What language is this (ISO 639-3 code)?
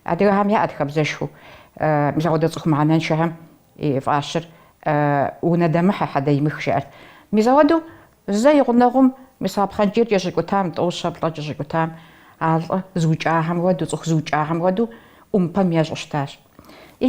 kbd